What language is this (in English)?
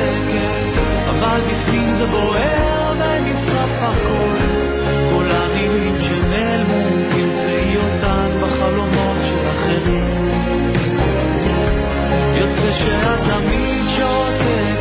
Hebrew